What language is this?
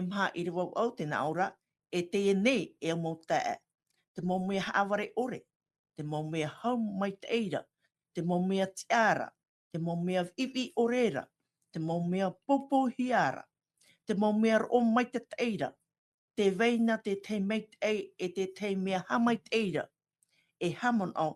Tahitian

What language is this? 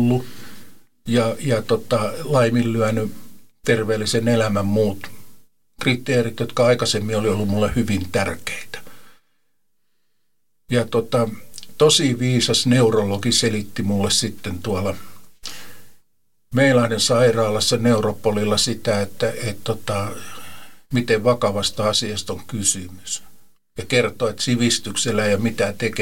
Finnish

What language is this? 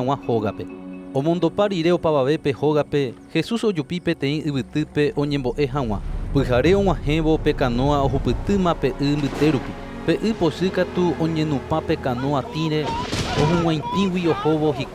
Guarani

